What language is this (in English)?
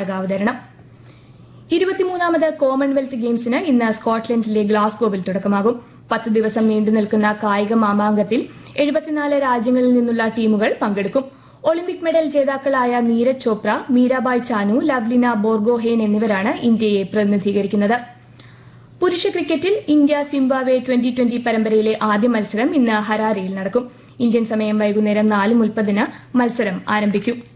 Malayalam